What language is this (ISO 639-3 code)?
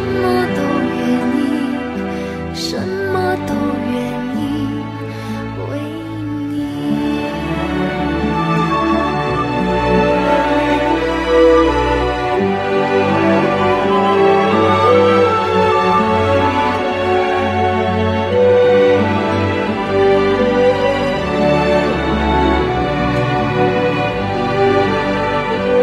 zho